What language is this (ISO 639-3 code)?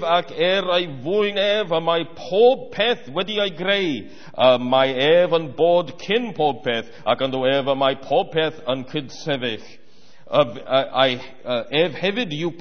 cym